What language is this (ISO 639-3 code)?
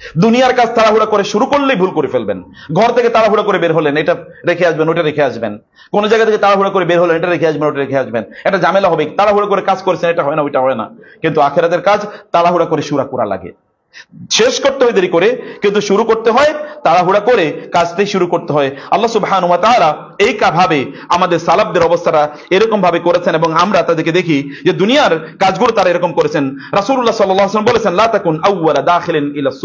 ben